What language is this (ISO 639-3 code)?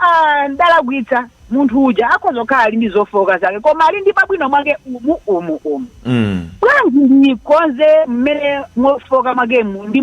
nya